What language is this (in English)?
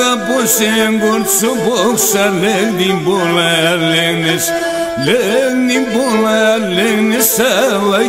Pontic